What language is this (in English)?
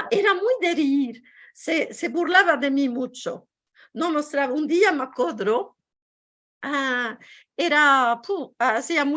Ladino